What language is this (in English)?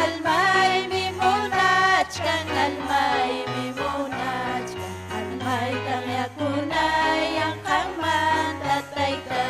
Ayacucho Quechua